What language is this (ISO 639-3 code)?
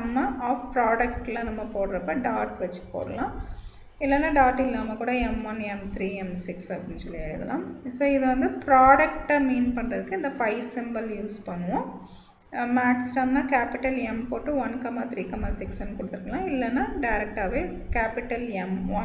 tam